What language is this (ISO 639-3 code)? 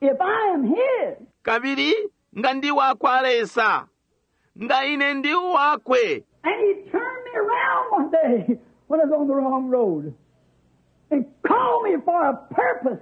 bem